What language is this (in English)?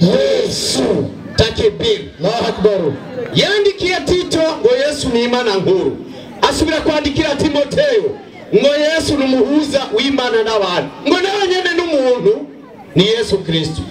Rundi